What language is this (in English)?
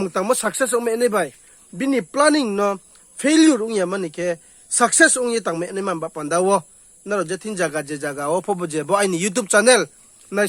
Riang (India)